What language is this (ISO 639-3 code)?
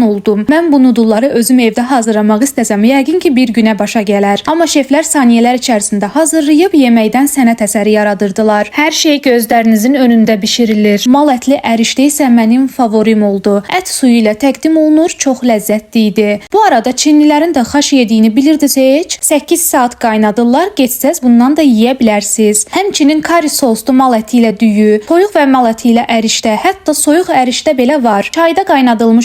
aze